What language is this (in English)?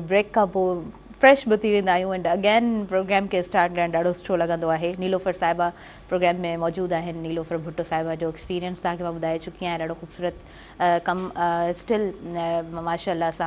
Sindhi